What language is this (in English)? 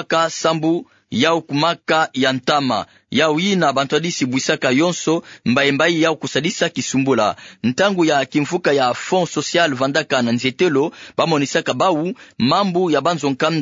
Kituba (Democratic Republic of Congo)